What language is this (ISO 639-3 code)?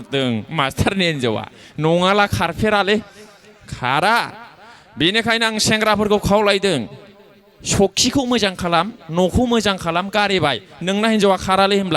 brx